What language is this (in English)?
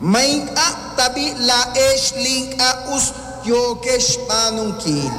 Kekchí